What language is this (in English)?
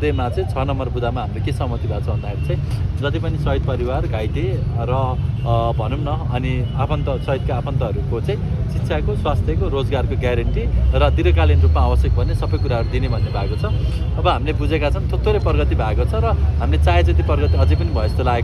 Nepali